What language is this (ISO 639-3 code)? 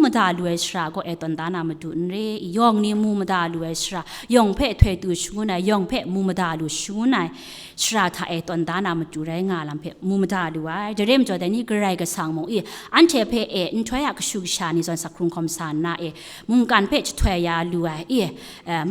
kac